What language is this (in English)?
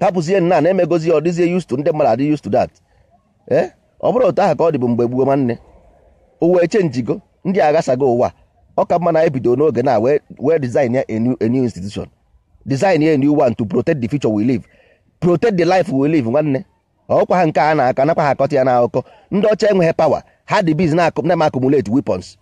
Igbo